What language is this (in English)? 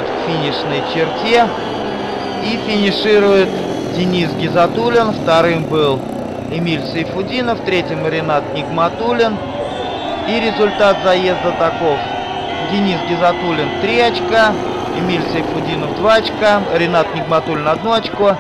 Russian